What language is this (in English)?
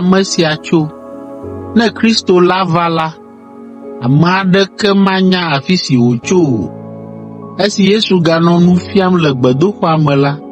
Ewe